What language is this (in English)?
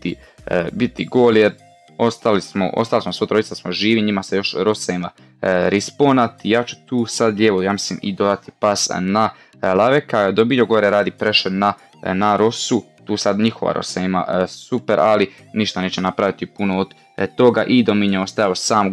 Croatian